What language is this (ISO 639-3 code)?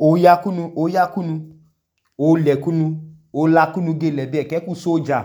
idu